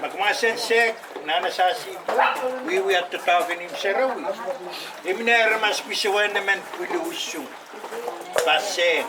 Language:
Pohnpeian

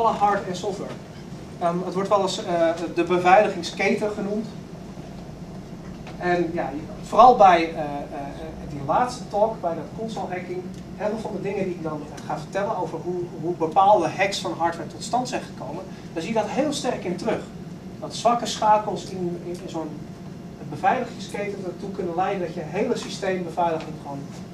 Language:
Dutch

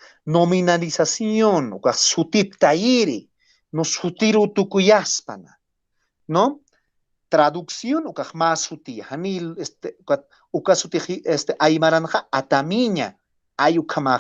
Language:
Aymara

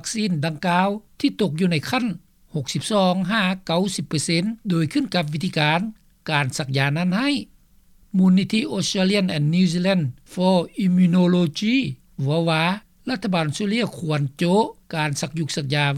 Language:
Lao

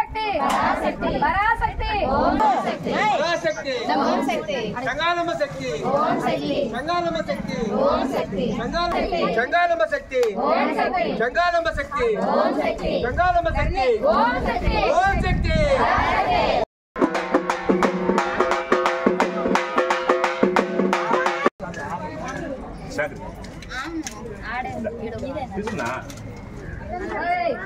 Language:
Telugu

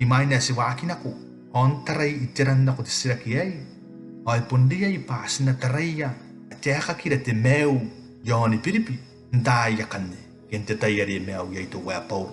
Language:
Gilbertese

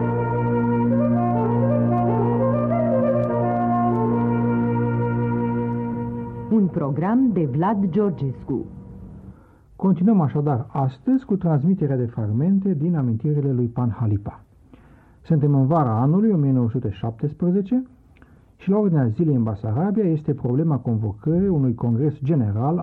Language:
Romanian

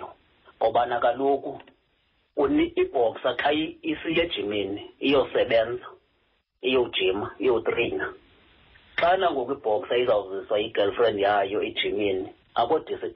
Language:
Xhosa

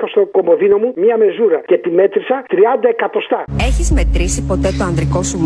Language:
Greek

